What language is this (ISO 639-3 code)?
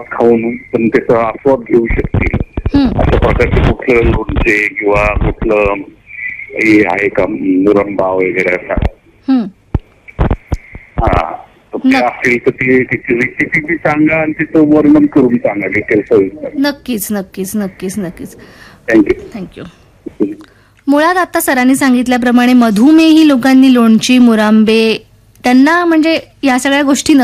mar